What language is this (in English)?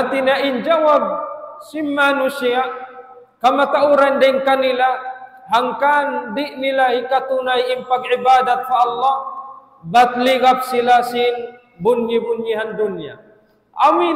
Tausug